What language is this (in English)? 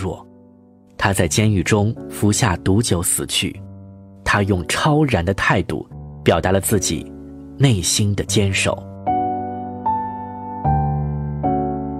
Chinese